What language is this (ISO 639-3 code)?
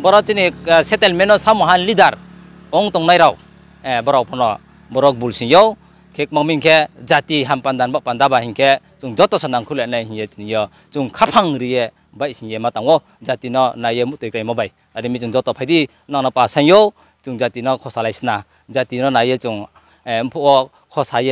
ria